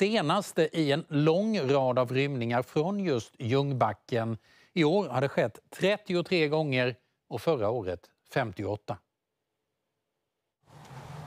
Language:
Swedish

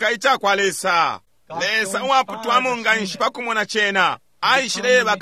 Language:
Bemba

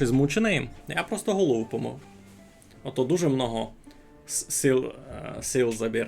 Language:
Rusyn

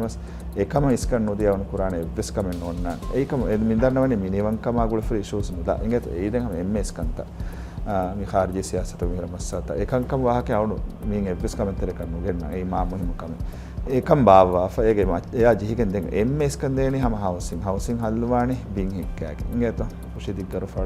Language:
Divehi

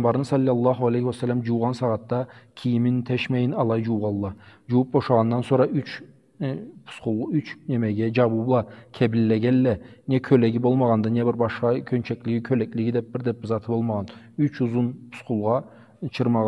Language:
Karachay-Balkar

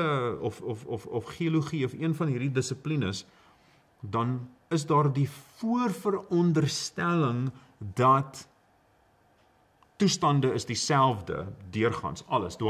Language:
Afrikaans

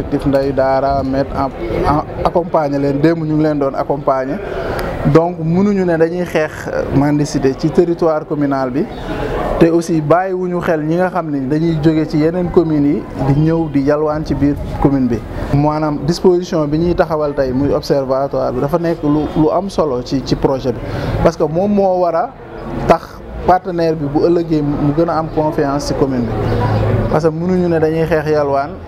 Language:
Wolof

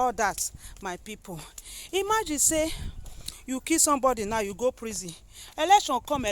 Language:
Nigerian Pidgin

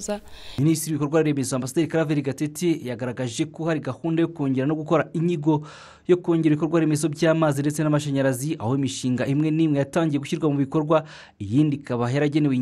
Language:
Kinyarwanda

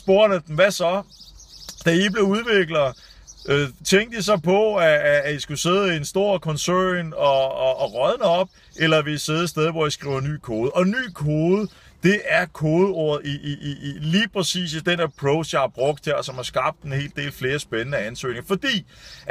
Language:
Danish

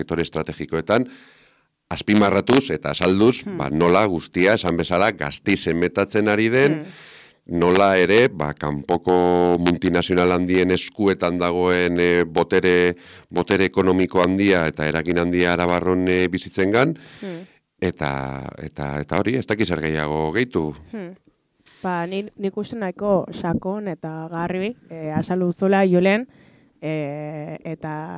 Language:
Basque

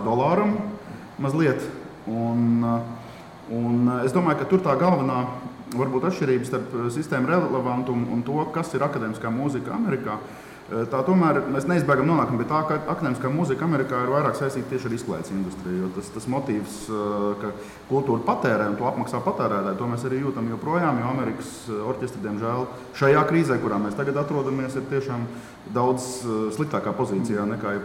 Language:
Latvian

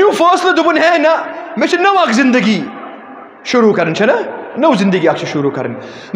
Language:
Kashmiri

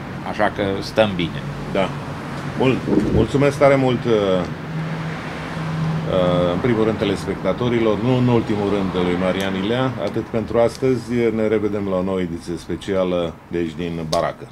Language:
Romanian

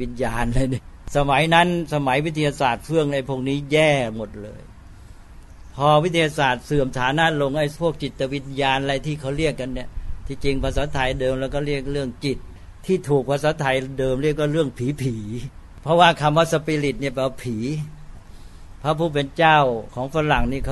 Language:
Thai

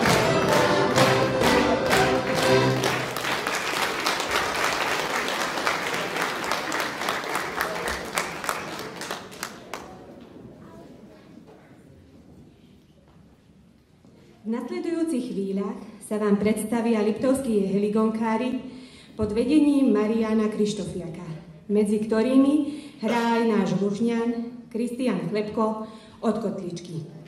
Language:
Slovak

